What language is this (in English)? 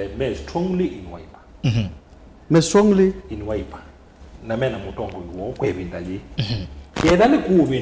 Kamba